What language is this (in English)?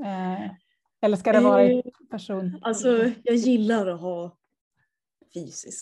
Swedish